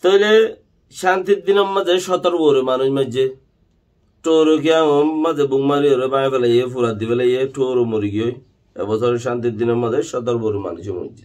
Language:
Rohingya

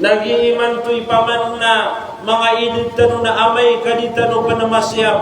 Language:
Maranao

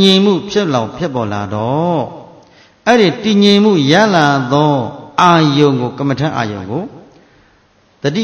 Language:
Burmese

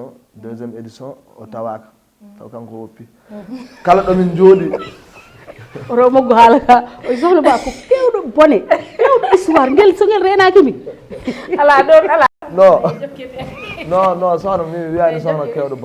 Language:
Fula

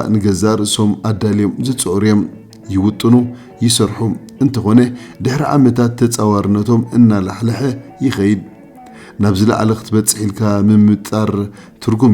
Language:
Tigrinya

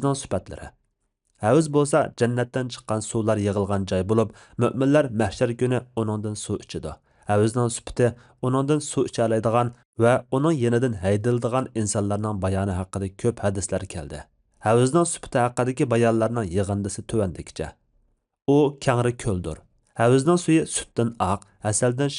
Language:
Uyghur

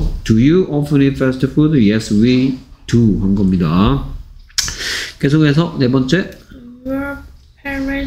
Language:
Korean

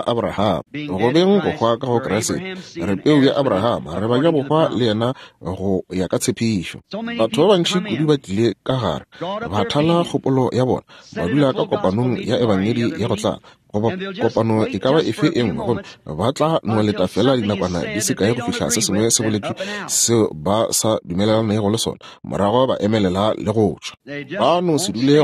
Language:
Northern Sotho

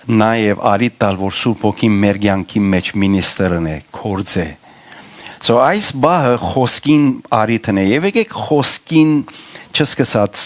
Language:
Western Armenian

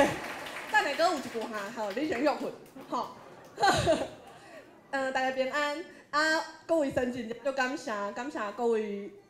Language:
Min Nan Chinese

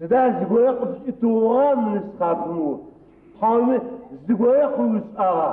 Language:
Adyghe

